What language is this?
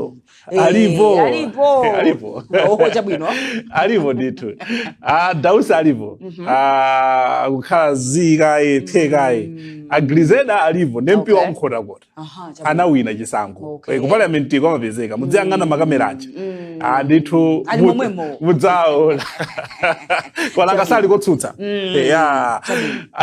Nyanja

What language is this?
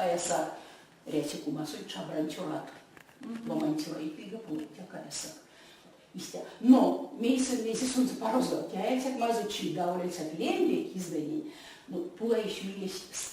Erzya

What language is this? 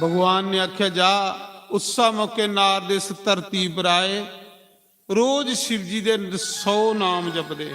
Dogri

